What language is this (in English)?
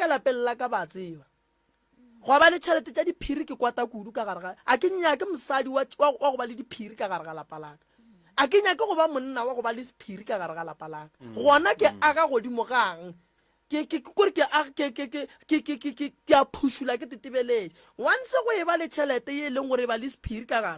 Northern Sotho